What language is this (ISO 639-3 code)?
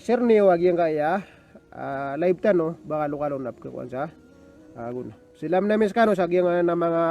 mrw